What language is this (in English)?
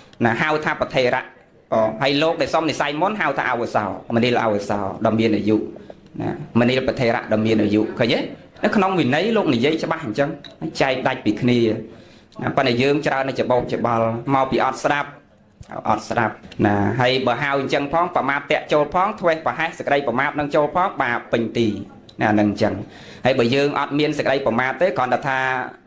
Khmer